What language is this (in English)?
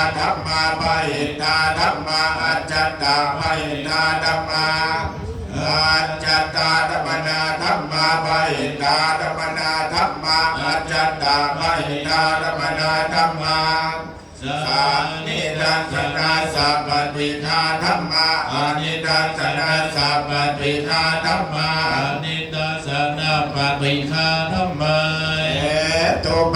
Pali